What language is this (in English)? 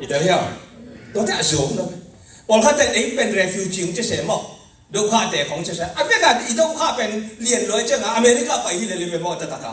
Tedim Chin